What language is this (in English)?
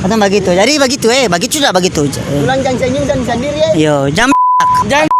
Ambonese Malay